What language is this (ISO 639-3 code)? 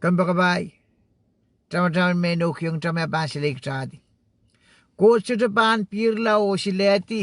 pon